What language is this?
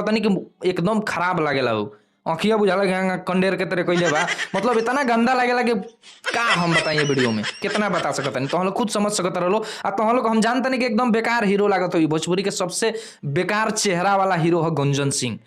Bhojpuri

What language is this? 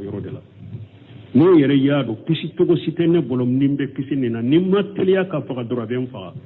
Bambara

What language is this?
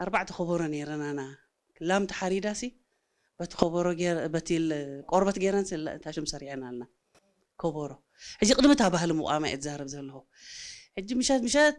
Tigre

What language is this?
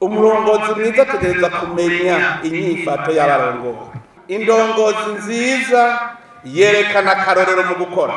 Rundi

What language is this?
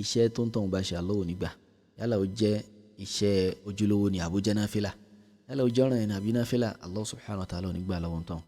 Yoruba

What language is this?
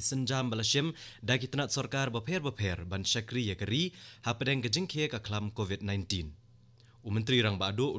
Khasi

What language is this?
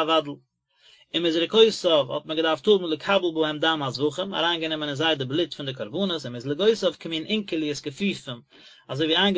Yiddish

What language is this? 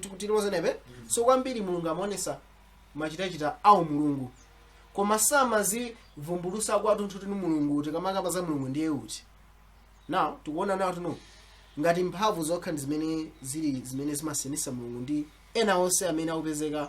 Nyanja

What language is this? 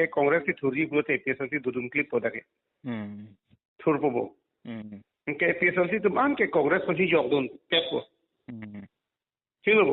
Karbi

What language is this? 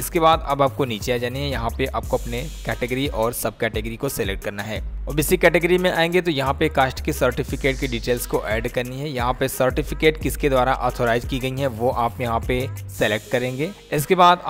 Hindi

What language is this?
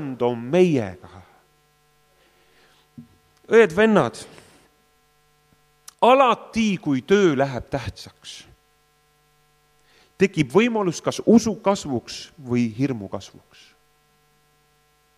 Estonian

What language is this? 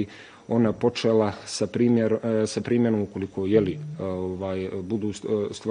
Serbian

